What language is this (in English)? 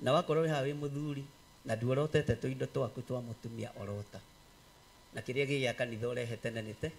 Kikuyu